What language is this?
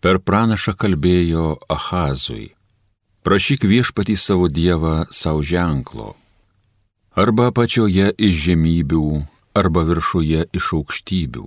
Lithuanian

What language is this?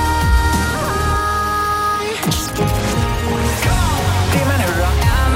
Danish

